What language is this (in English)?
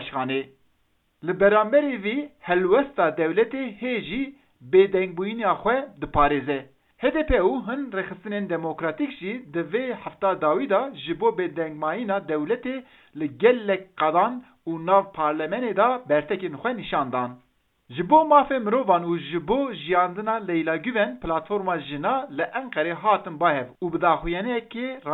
Kurdish